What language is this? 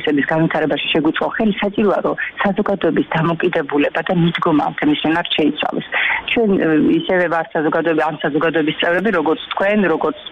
Georgian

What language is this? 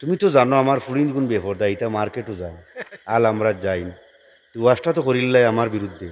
Sylheti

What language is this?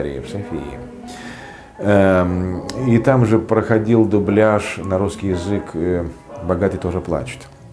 Russian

